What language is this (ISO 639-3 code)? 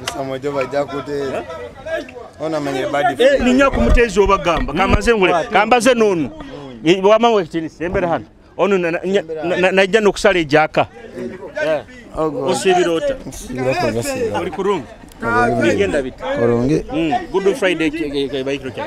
nyo